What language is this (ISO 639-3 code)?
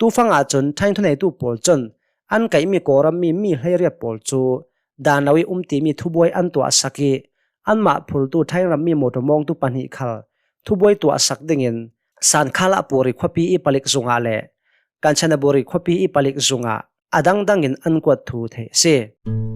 cnh